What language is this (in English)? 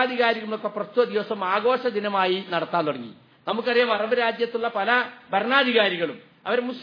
Malayalam